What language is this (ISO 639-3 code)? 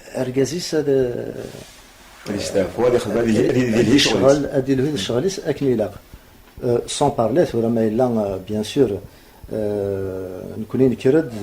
kab